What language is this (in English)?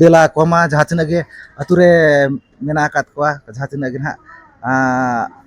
Santali